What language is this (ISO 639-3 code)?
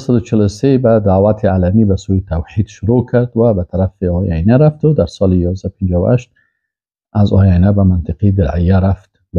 fas